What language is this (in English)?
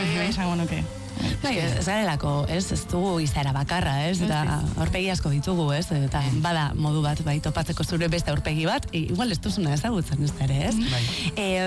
Basque